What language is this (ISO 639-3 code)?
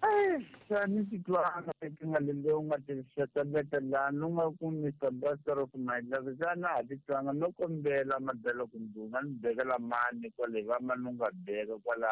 tso